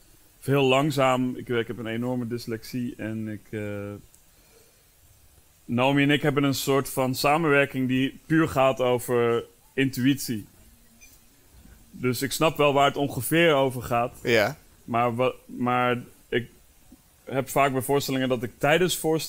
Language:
Dutch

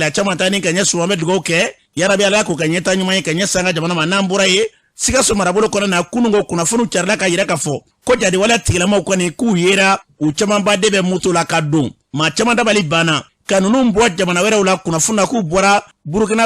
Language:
Bambara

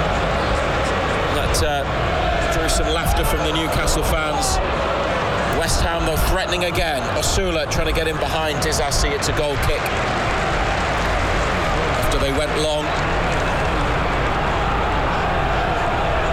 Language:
English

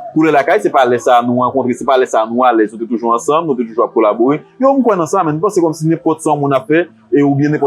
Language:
Haitian Creole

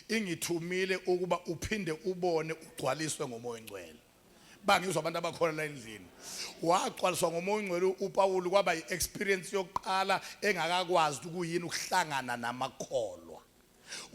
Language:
Zulu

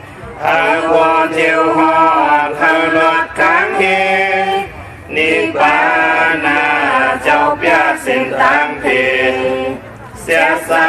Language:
Shan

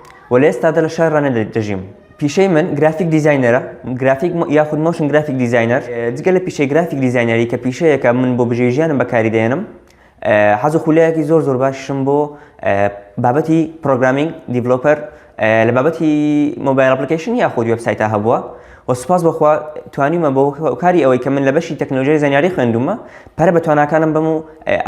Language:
Central Kurdish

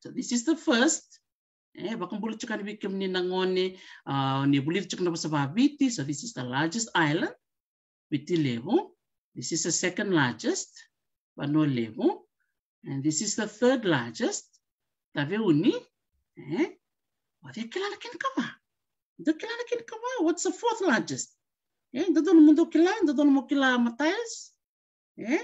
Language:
Fijian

